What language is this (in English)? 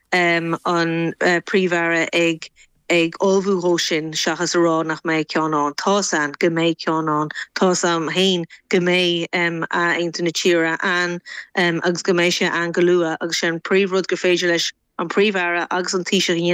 Irish